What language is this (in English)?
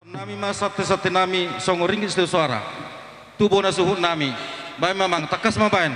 Batak Toba